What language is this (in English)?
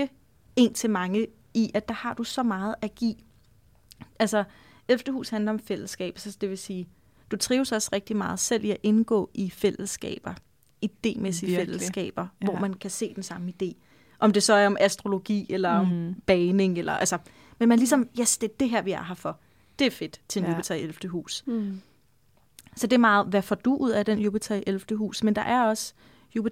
Danish